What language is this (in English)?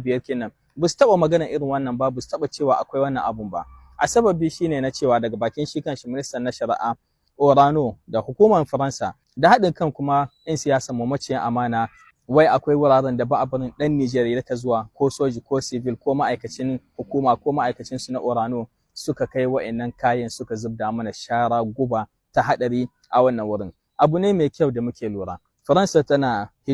Hausa